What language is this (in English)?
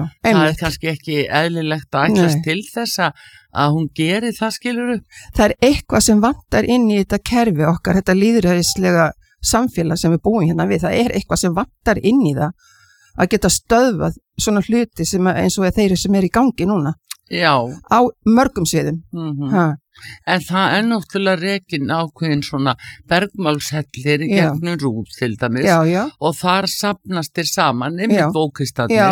Icelandic